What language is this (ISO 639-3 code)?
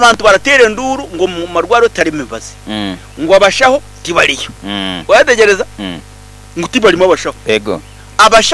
nyn